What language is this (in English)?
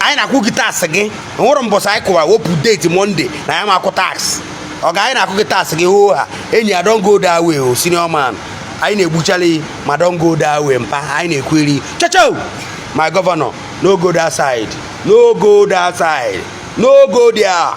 Igbo